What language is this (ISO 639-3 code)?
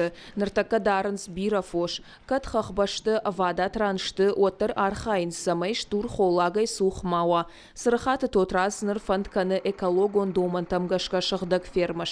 oss